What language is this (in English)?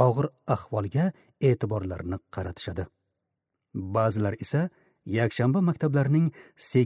Uzbek